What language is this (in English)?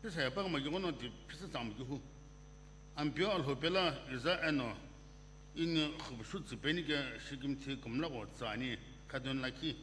Sumi Naga